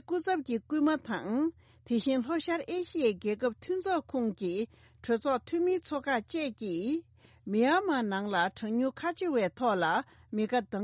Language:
Tibetan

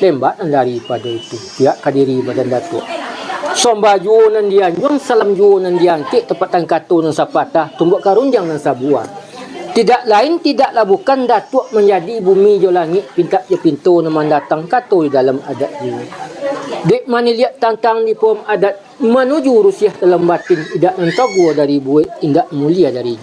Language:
Minangkabau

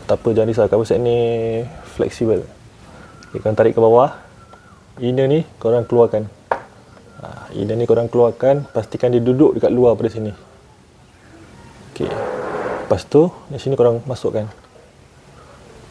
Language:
Malay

